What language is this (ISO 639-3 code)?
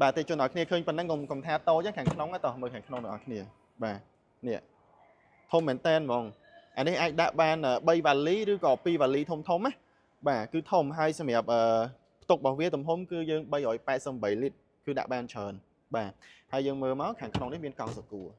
khm